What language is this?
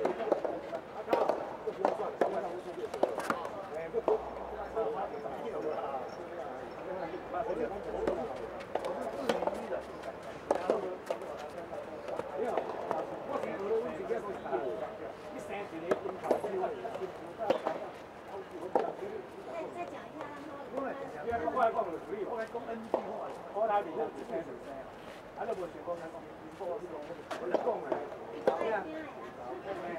Chinese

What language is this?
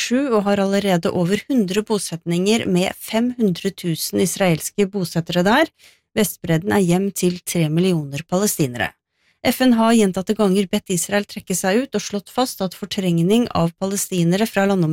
Norwegian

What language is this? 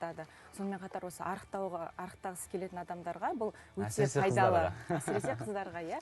Kazakh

